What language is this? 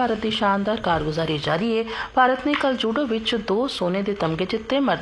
Punjabi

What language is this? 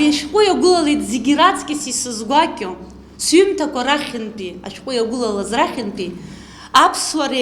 Abkhazian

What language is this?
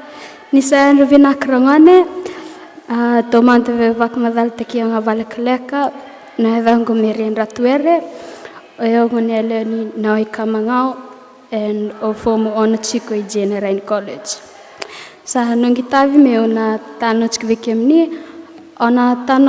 Fijian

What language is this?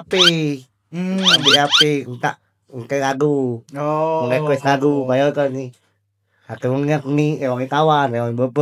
Musi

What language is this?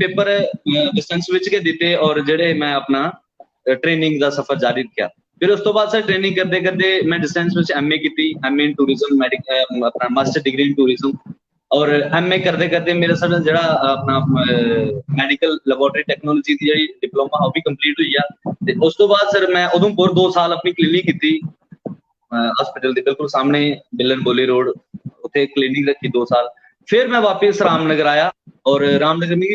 Dogri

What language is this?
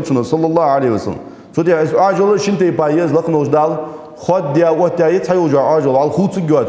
Ingush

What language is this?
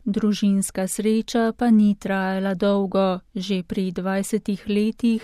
Slovenian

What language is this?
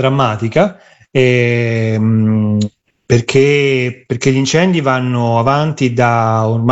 Italian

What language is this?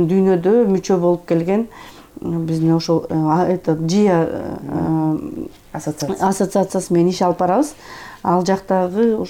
Kyrgyz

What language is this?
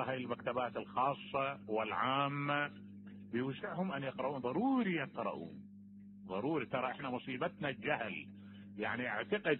Mesopotamian Arabic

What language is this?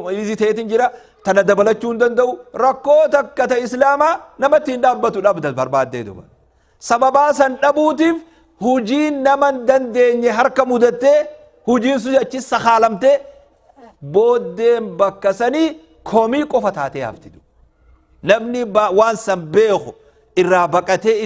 Oromo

